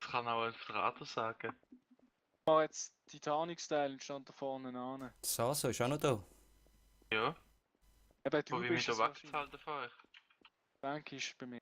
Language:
Swiss German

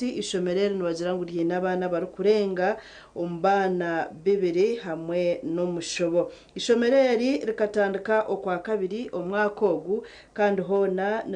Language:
Nyankole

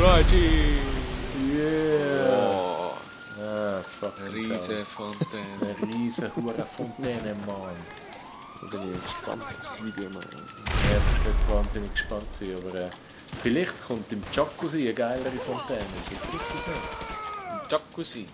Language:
Swiss German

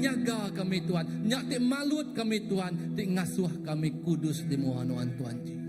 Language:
Iban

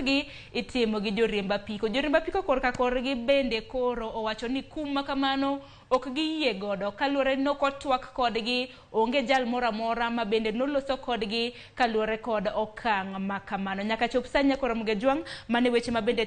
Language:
Luo (Kenya and Tanzania)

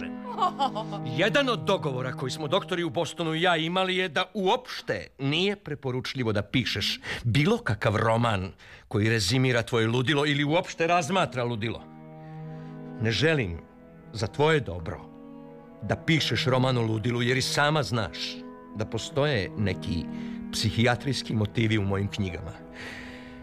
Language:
Serbian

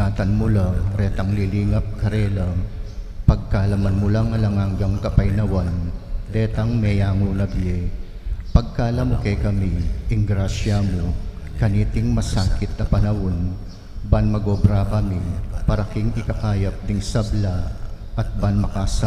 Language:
Pampanga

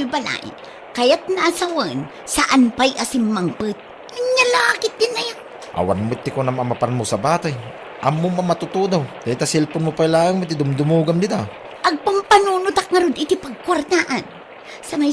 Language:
Iloko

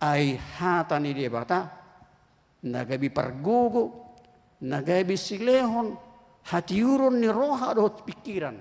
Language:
Batak Toba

